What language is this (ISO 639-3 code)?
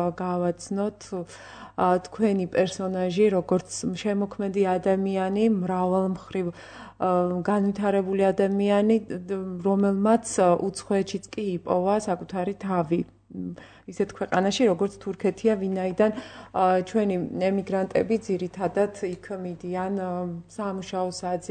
kat